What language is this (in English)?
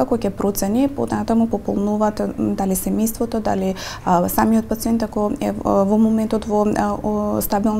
Macedonian